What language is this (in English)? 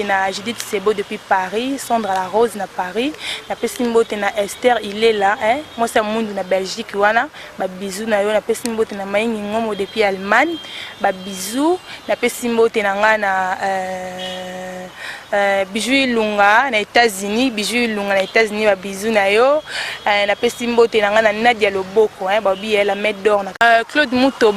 Lingala